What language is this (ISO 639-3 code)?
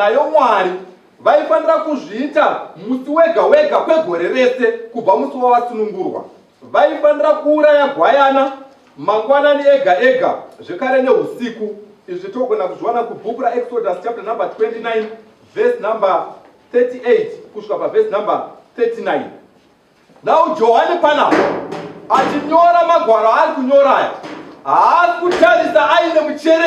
sna